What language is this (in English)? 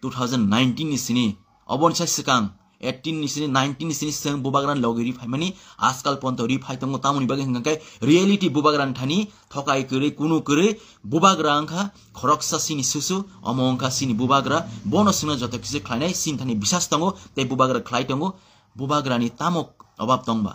Kok Borok